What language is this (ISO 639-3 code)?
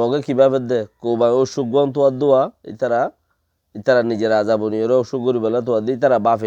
rhg